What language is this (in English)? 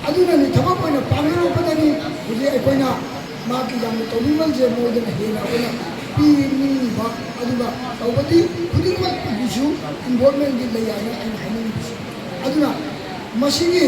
Manipuri